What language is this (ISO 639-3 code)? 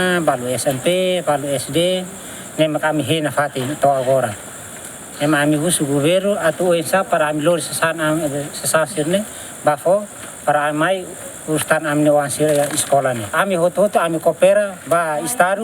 tet